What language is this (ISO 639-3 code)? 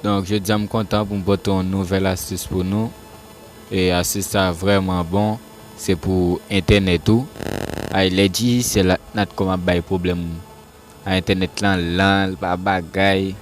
hat